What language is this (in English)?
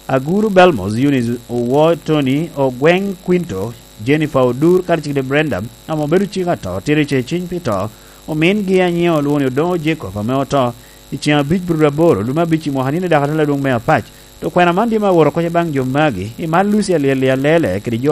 Lango (Uganda)